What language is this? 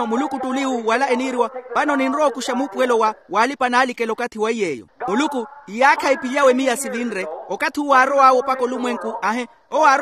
Makhuwa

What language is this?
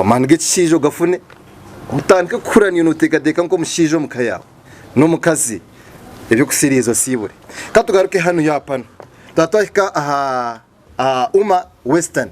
Nyankole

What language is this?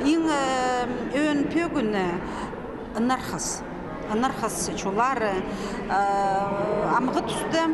Khakas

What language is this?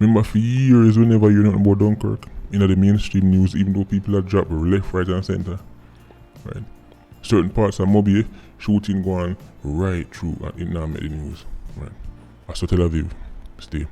Jamaican Creole English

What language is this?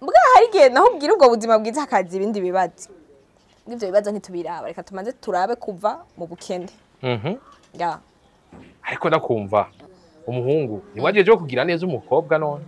Rundi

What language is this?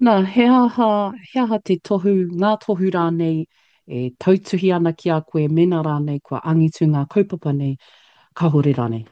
Māori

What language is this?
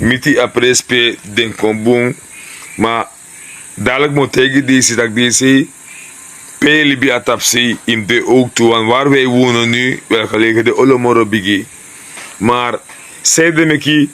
Sranan Tongo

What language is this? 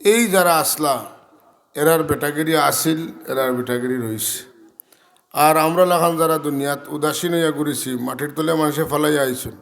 Sylheti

